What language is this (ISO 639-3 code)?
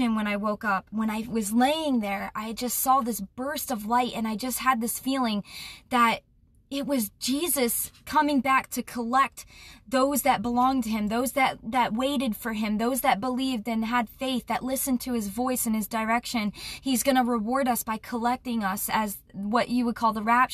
eng